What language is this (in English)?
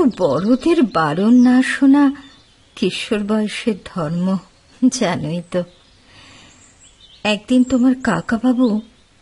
Bangla